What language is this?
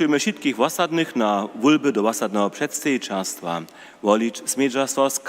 Upper Sorbian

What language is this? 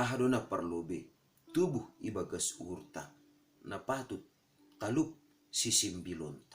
Batak Simalungun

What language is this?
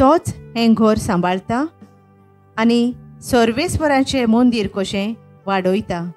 Konkani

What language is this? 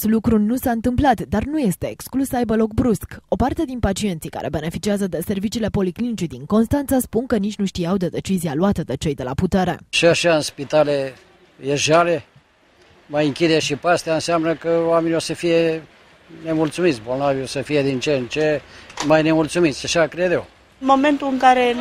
Romanian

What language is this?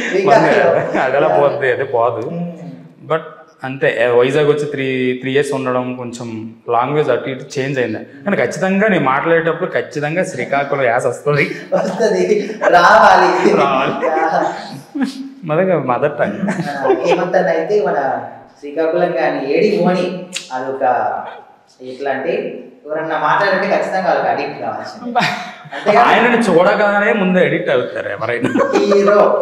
Telugu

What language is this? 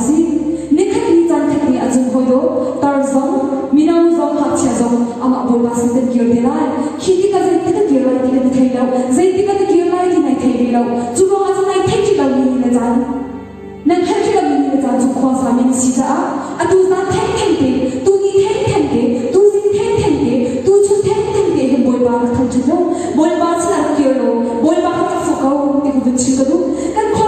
Hakha Chin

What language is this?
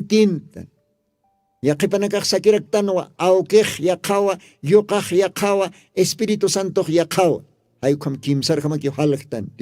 Aymara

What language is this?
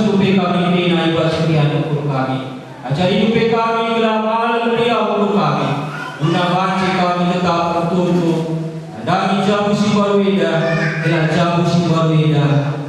Batak Karo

